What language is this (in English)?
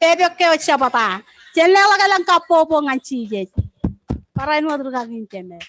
Marshallese